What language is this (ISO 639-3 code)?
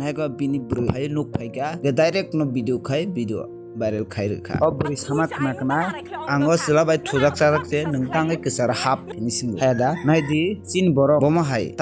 trp